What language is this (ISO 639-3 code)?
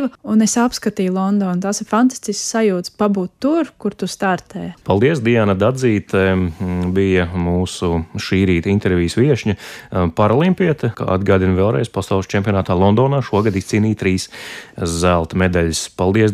lav